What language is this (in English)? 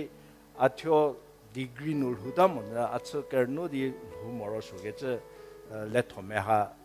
Angami Naga